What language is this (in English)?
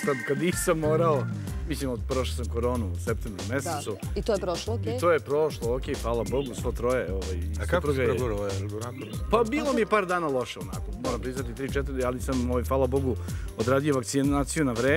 Serbian